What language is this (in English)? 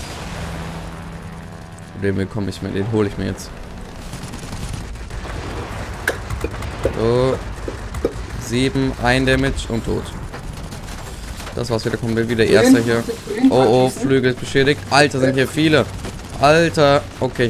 German